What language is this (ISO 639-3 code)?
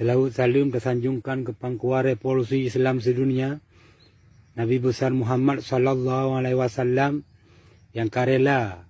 ace